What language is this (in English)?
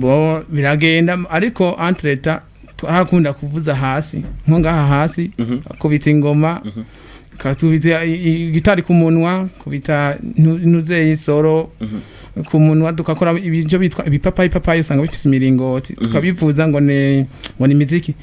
Rundi